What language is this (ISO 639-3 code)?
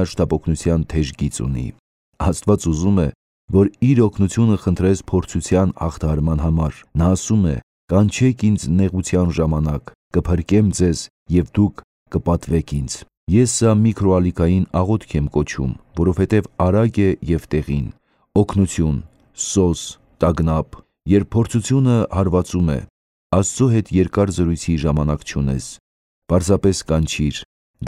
hye